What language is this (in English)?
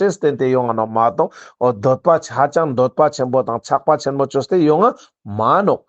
Ladakhi